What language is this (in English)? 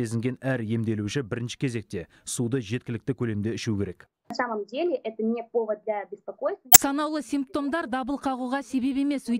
Kazakh